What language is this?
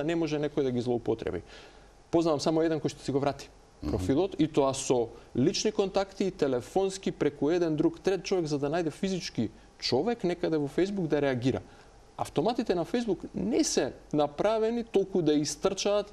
Macedonian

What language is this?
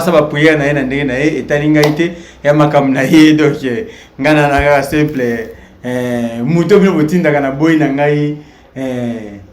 Lingala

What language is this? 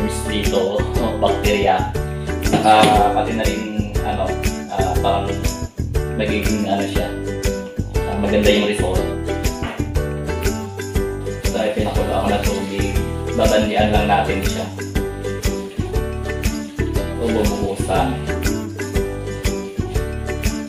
Filipino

